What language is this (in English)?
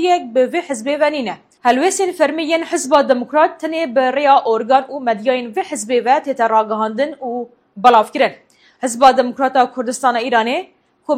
Kurdish